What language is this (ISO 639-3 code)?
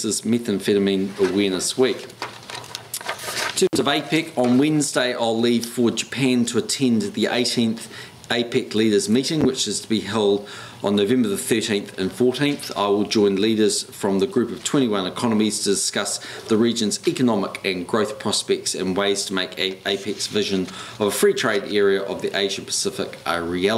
eng